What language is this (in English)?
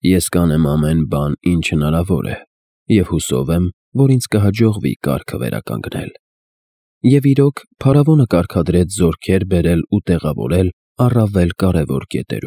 Armenian